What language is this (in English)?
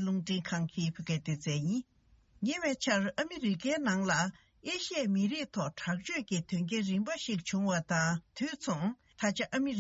Tibetan